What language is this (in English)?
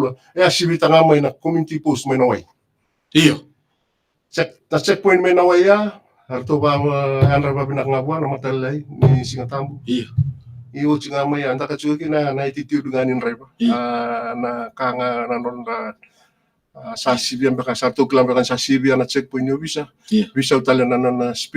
Fijian